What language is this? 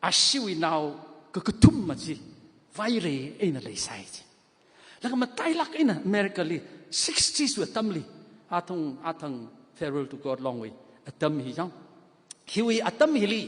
Tangkhul Naga (India)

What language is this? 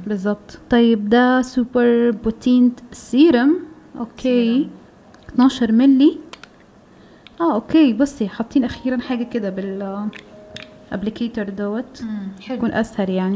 Egyptian Arabic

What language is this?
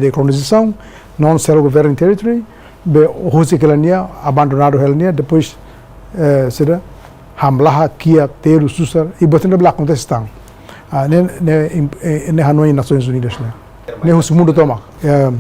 Tetum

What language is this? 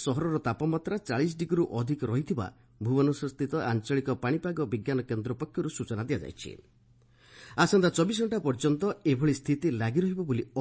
Odia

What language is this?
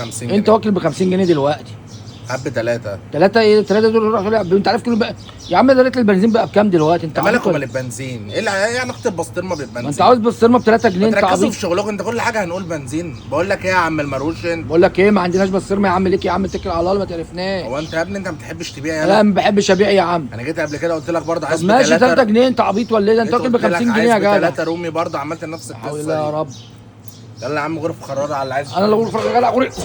Egyptian Arabic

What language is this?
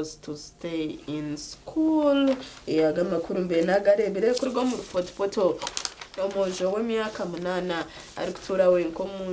Nyankole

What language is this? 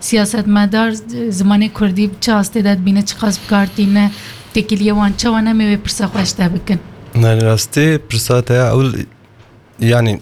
Kurdish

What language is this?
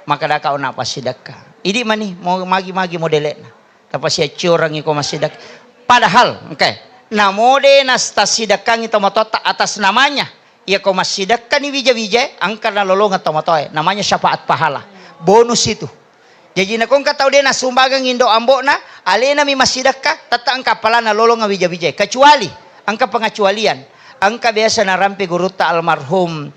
Buginese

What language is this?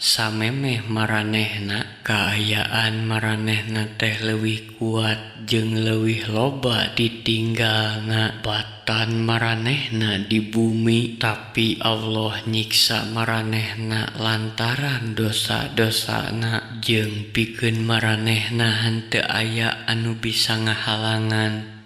Sundanese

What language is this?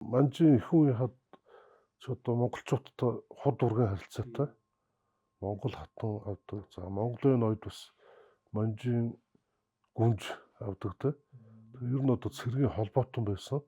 Mongolian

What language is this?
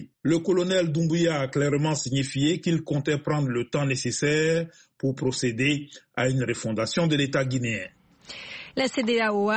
French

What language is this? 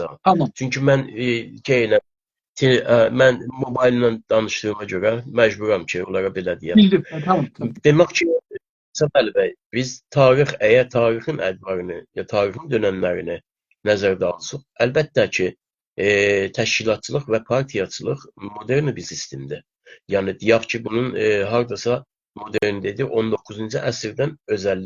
South Azerbaijani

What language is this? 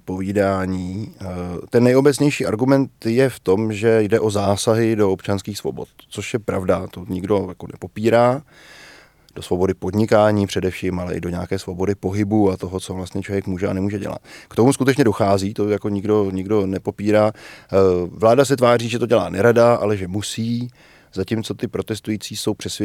Czech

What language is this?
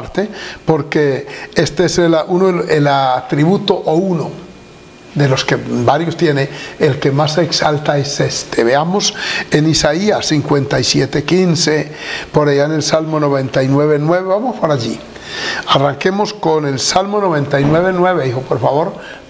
Spanish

